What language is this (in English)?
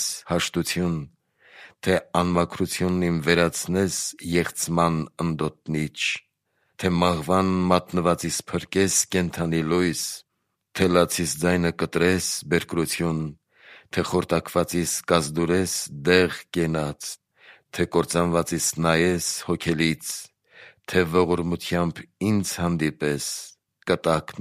Armenian